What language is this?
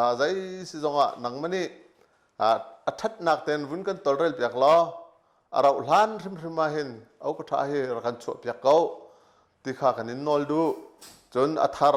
Hakha Chin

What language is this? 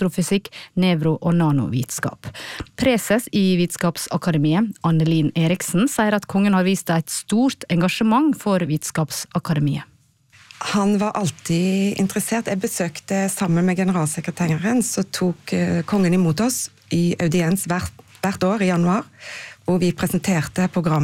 Norwegian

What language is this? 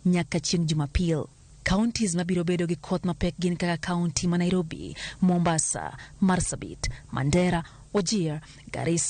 Luo (Kenya and Tanzania)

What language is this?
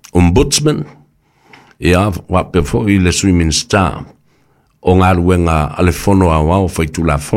Samoan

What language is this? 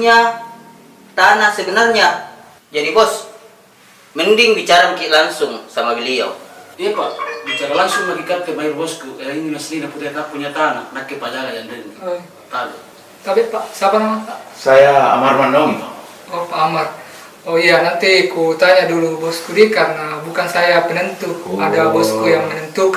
Makassar Malay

